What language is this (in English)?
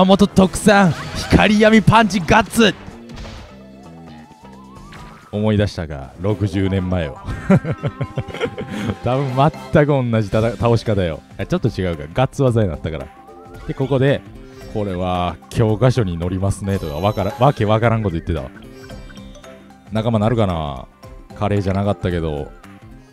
Japanese